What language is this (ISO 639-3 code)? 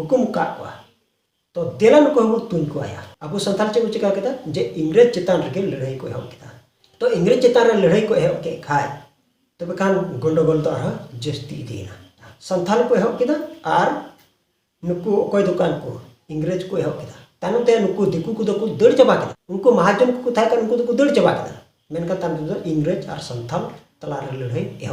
sat